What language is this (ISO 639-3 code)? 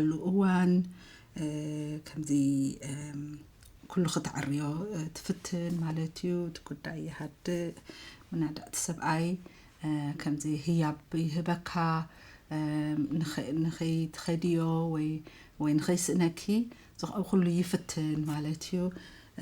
tir